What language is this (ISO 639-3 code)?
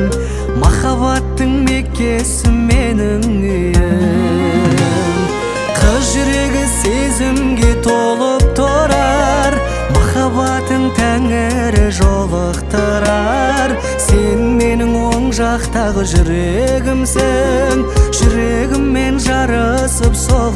kaz